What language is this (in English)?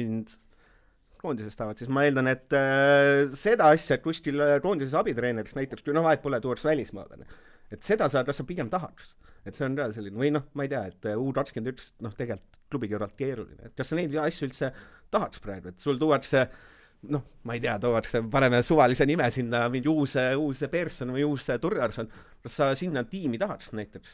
Estonian